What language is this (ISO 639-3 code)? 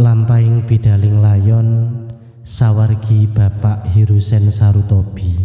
jav